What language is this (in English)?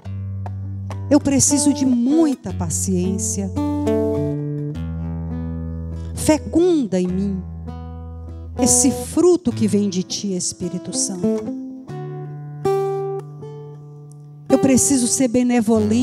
Portuguese